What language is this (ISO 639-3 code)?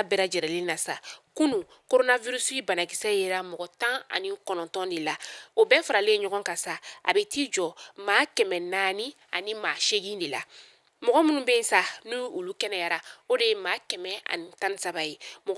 bam